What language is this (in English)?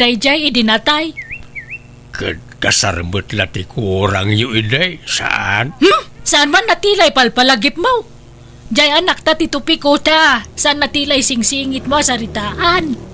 Iloko